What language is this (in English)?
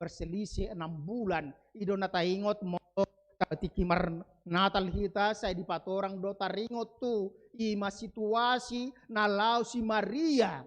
Batak Toba